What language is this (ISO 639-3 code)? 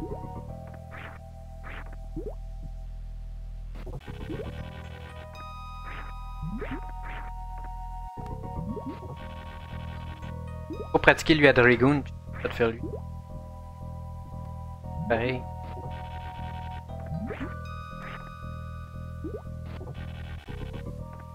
fra